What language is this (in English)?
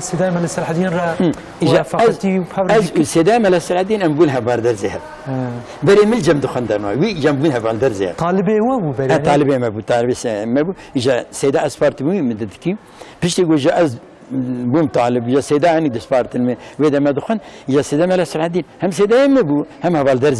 Kurdish